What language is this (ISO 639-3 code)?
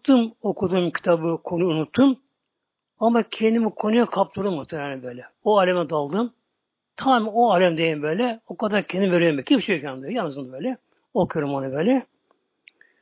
tur